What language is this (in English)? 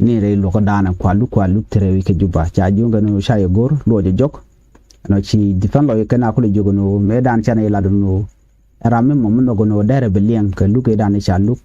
Nuer